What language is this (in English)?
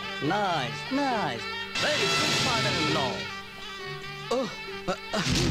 Gujarati